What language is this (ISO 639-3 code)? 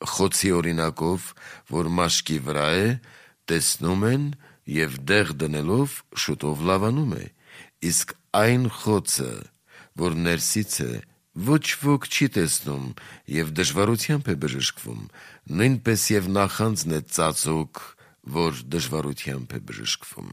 hye